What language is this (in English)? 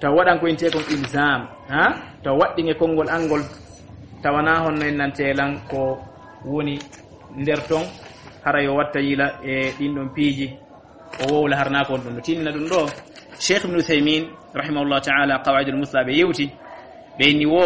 Fula